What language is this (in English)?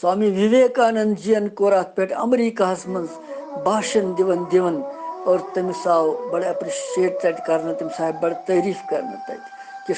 Kashmiri